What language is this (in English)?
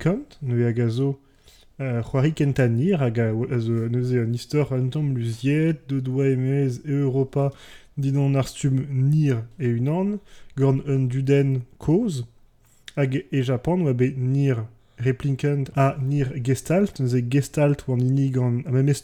Breton